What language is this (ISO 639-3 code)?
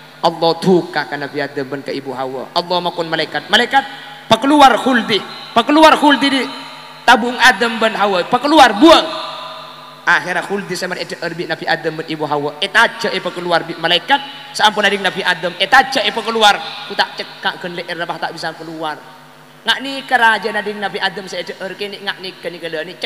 mad